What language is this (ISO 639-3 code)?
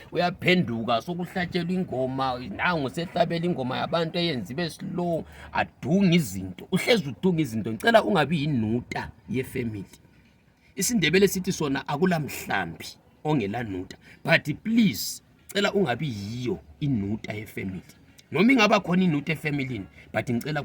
zul